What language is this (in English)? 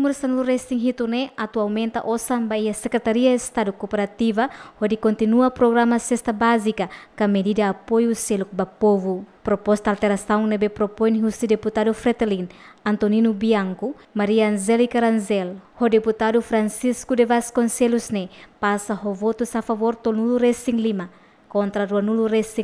Tetum